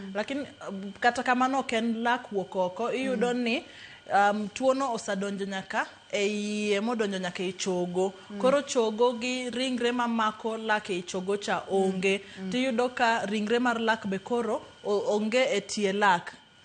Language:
Luo (Kenya and Tanzania)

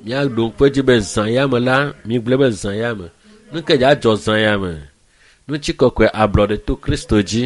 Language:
Ewe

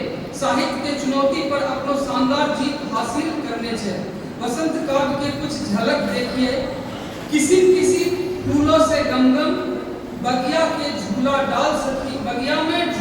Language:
Angika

